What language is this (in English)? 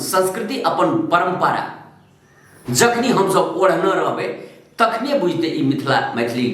Maithili